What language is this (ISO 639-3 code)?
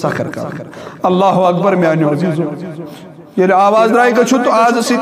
kas